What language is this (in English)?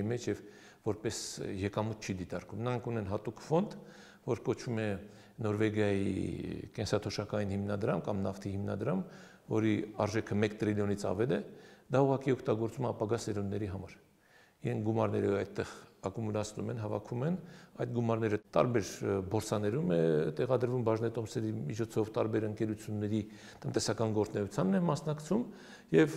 Armenian